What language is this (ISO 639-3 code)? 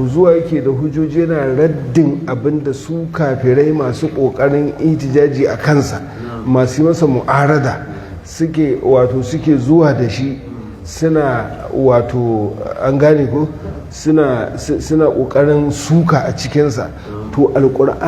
hau